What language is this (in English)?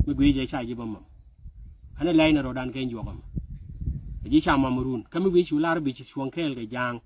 Nuer